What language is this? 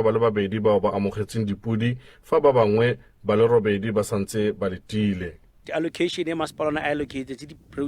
Tswana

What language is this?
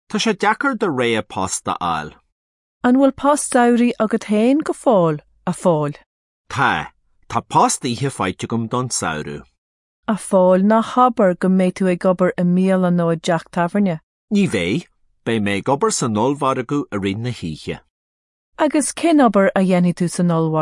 Irish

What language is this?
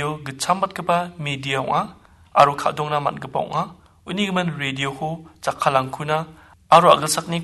Garo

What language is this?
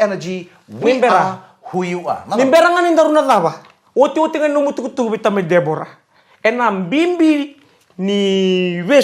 Fijian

